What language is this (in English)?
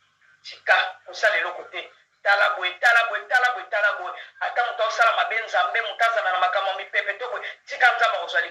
Lingala